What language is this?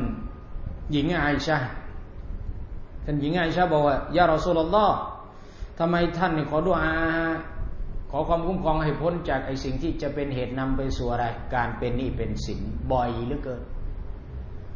Thai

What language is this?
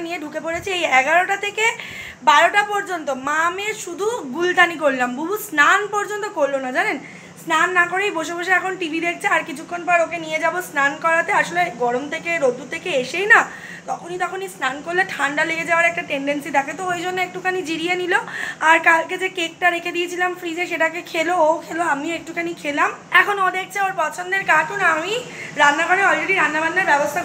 Bangla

